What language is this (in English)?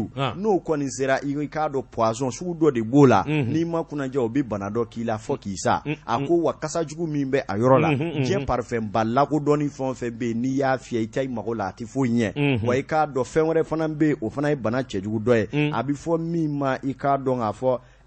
Bambara